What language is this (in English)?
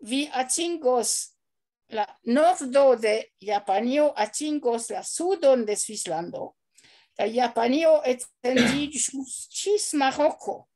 Esperanto